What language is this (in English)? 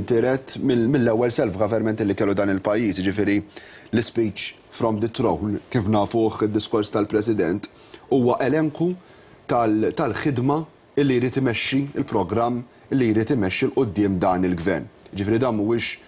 Maltese